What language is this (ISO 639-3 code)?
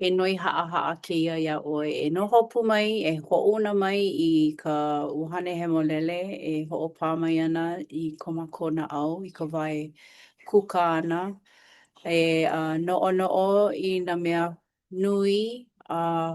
haw